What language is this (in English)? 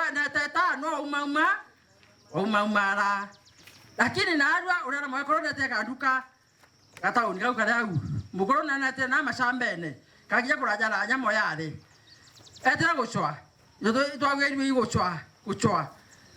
Meru